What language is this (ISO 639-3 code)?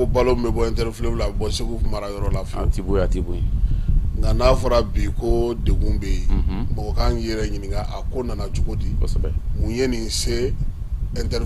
bam